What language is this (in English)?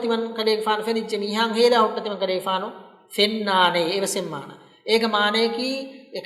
Divehi